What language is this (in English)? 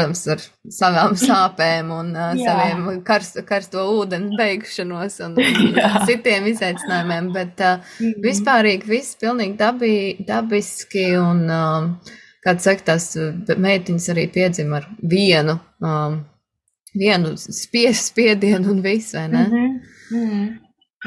Latvian